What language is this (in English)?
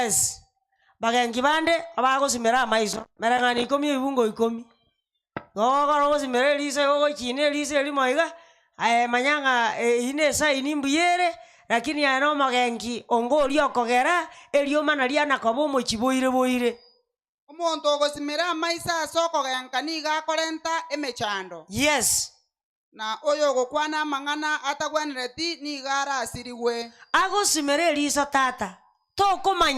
Gusii